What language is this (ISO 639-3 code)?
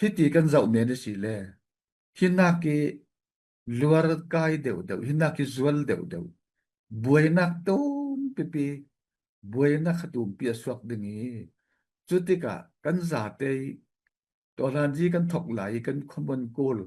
cfm